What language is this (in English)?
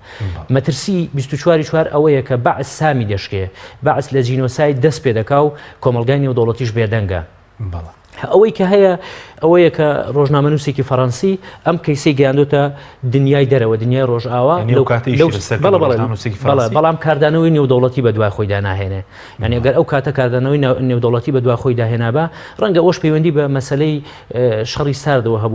Central Kurdish